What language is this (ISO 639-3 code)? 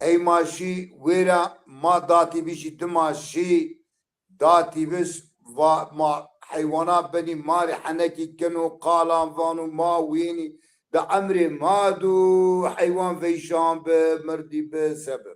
zza